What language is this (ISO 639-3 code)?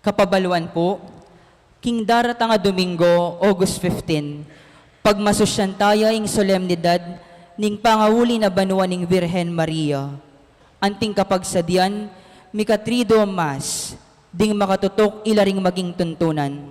pam